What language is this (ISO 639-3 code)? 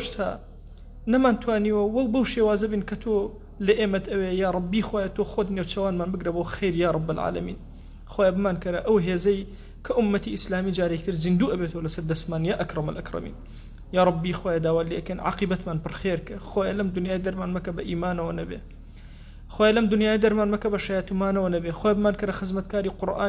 ckb